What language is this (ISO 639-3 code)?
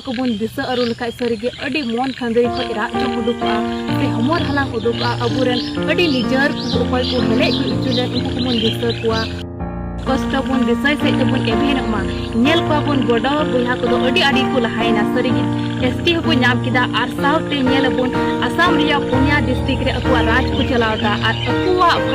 sat